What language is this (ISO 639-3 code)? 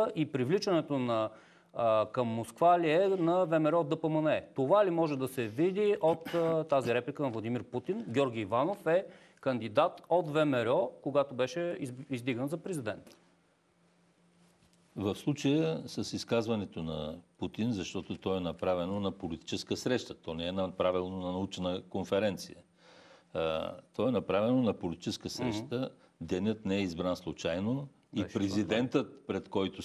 bul